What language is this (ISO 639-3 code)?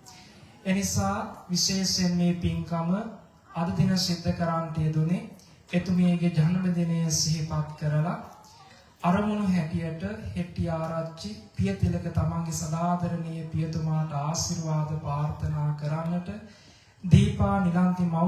sin